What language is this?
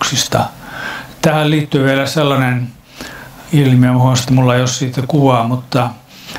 Finnish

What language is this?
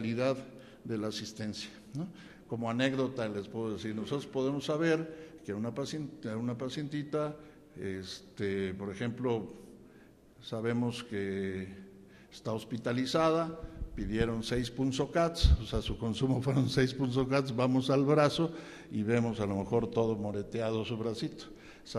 Spanish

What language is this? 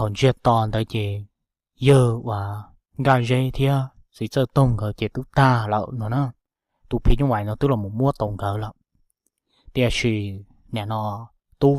Hmong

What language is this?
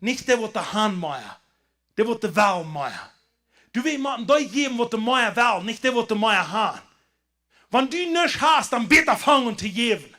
Plautdietsch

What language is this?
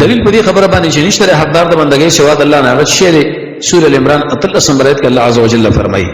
Pashto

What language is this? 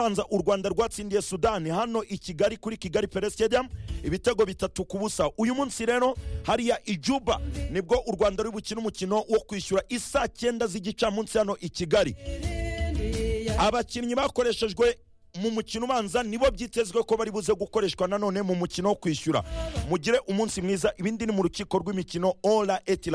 Kinyarwanda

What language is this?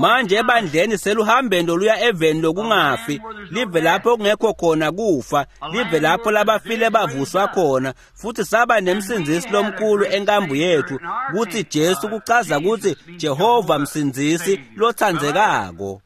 Swati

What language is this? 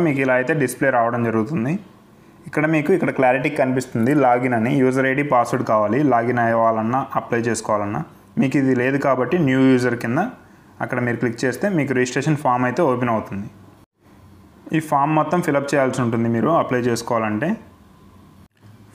Telugu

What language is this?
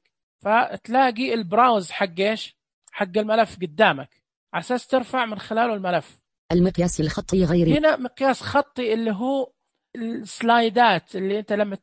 Najdi Arabic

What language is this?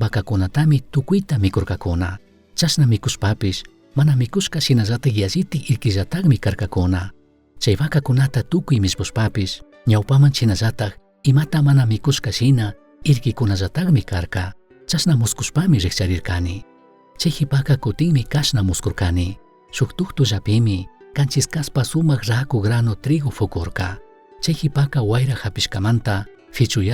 Chimborazo Highland Quichua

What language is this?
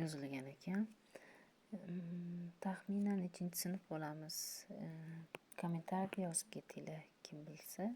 Uzbek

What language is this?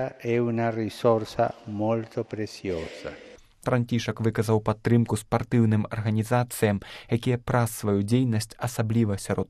Belarusian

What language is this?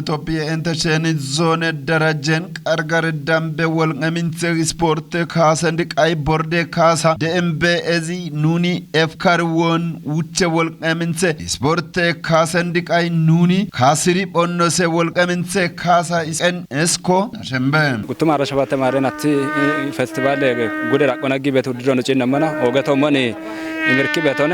Kafa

